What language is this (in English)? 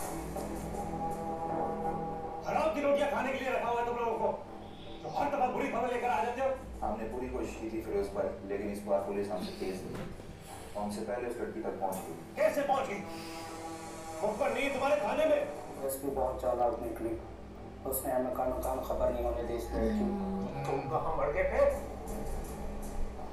Hindi